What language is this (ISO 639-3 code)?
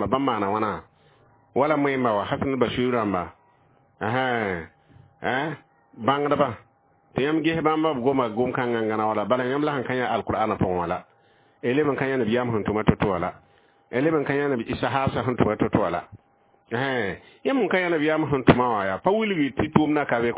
mos